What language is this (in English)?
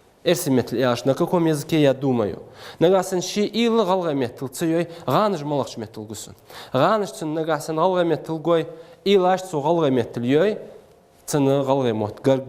Ingush